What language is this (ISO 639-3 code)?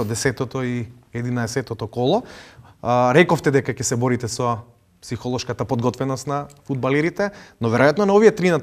mkd